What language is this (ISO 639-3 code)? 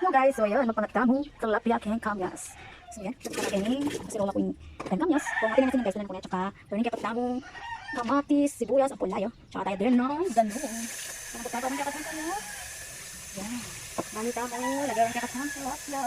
pam